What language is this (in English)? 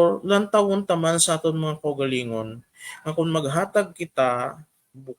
Hiligaynon